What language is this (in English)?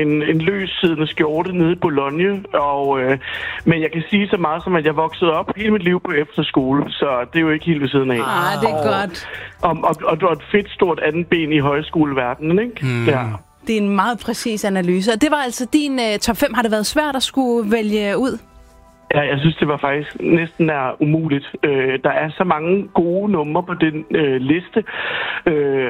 Danish